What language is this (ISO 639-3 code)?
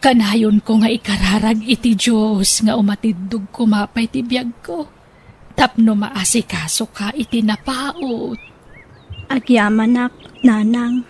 ilo